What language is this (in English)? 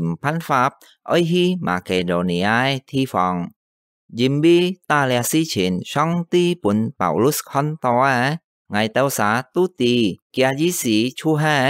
Hakka Chinese